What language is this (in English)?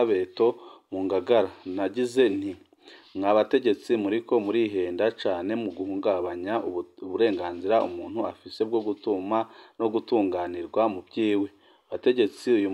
Rundi